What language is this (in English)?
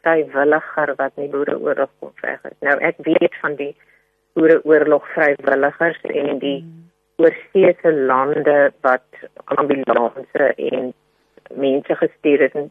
Afrikaans